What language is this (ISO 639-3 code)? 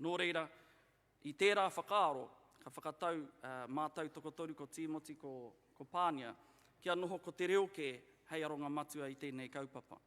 mri